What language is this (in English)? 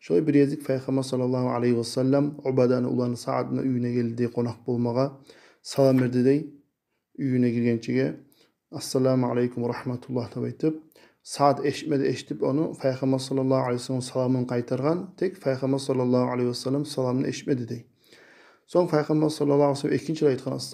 Kumyk